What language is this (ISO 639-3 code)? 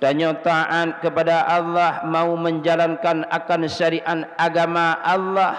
ace